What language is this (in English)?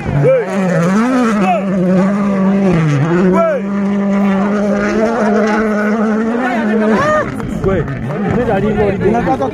Swahili